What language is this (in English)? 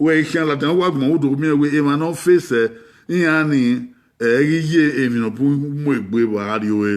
Bini